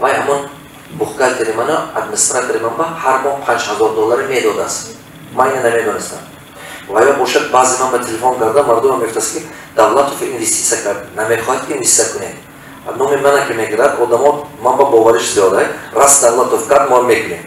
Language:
Tajik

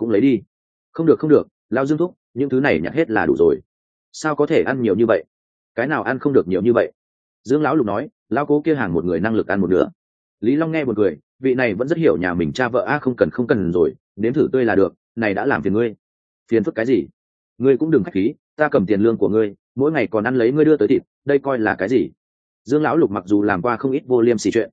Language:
Vietnamese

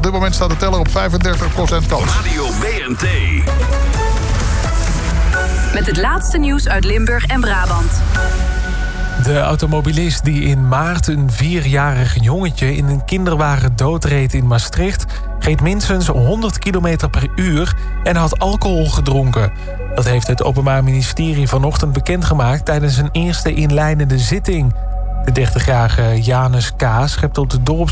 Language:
Dutch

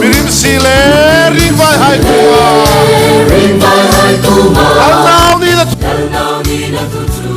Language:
Hmar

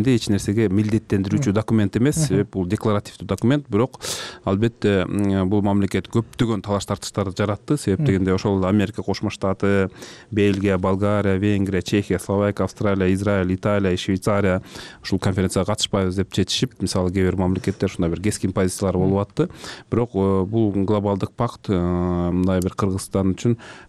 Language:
Kyrgyz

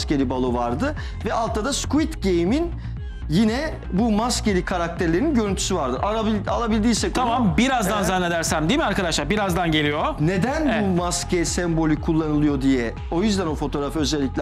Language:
Turkish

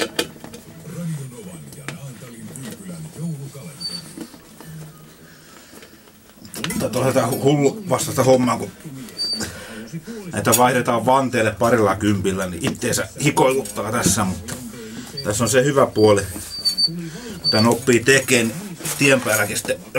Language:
Finnish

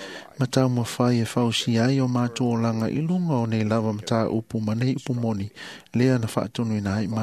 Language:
Samoan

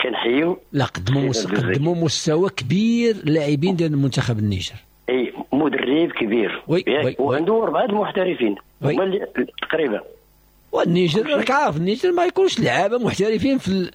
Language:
Moroccan Arabic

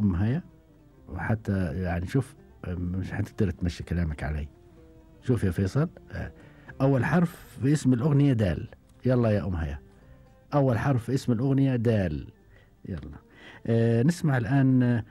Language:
Gulf Arabic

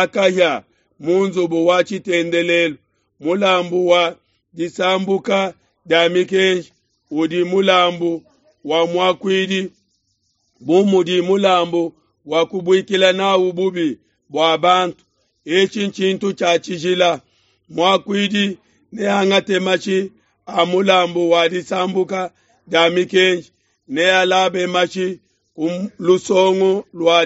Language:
Luba-Lulua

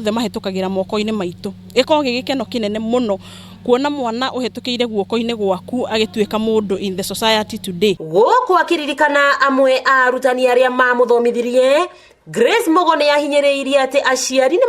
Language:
Kikuyu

